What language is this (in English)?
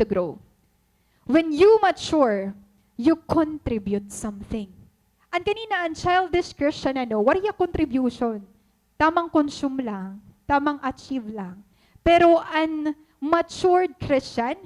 Waray